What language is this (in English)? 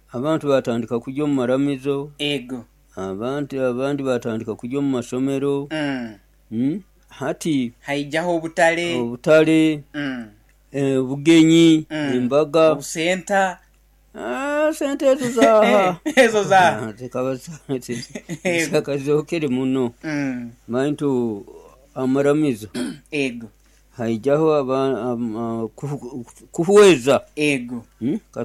Nyoro